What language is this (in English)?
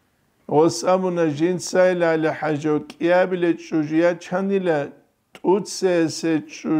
Avaric